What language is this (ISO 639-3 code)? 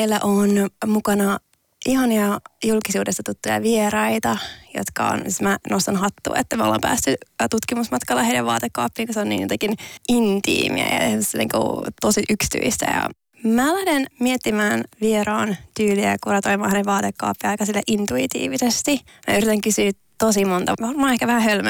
fin